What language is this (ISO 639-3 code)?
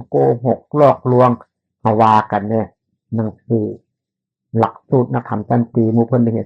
tts